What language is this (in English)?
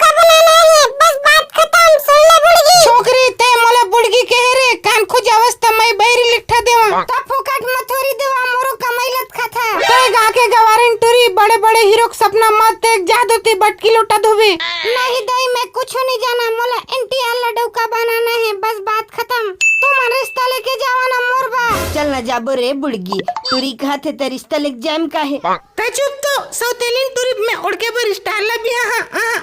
Chhattisgarhi